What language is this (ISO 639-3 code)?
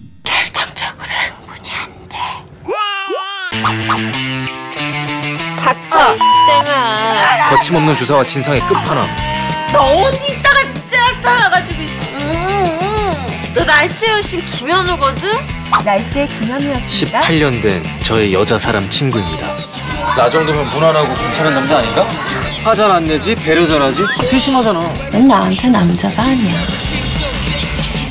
kor